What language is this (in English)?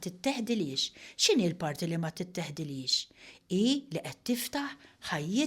Maltese